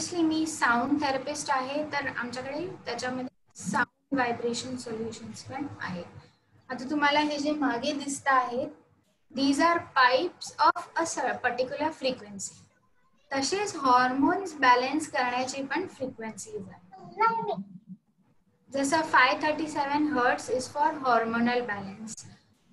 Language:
Marathi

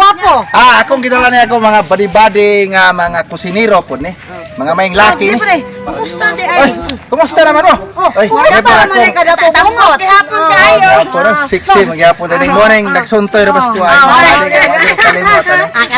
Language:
Cebuano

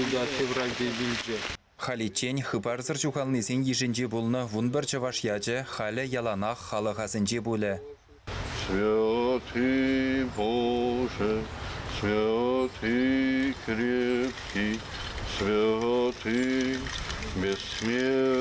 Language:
Chuvash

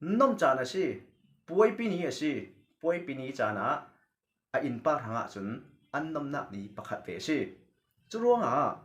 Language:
Falam Chin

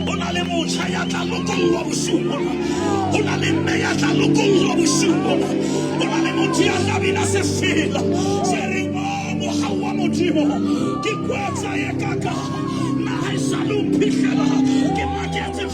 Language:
Southern Sotho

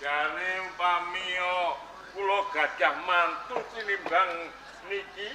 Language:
Javanese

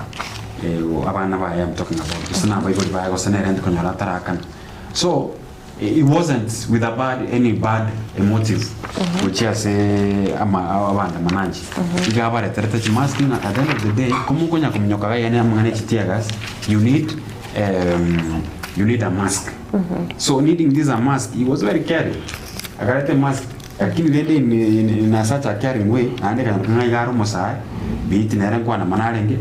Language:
Gusii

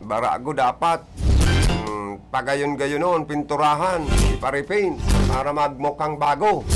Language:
Bikol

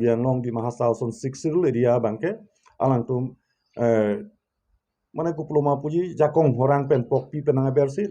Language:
Karbi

